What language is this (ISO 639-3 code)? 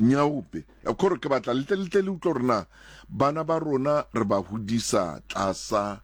sot